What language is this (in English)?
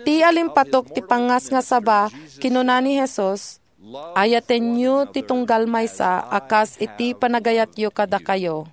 Iloko